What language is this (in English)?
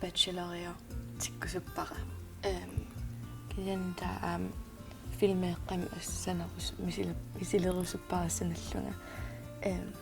Kalaallisut